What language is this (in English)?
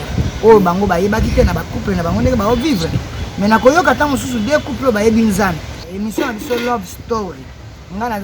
Lingala